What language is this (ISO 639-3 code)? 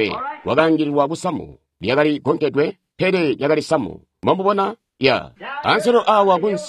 toi